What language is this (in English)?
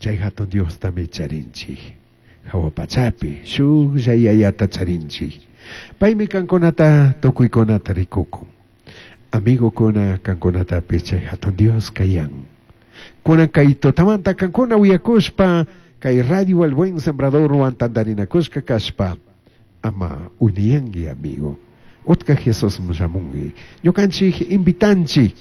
Chimborazo Highland Quichua